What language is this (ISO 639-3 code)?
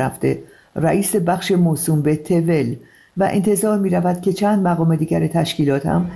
fas